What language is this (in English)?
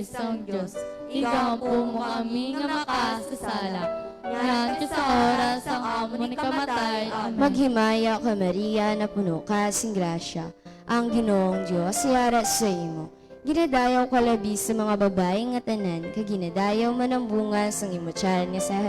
Hiligaynon